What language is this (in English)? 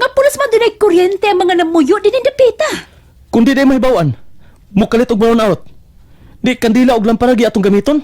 Cebuano